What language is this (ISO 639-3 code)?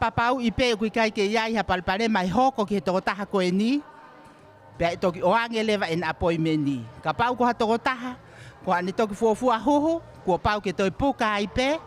ton